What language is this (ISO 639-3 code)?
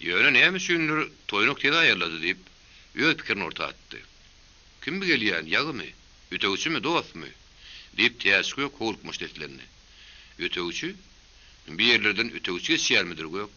tuk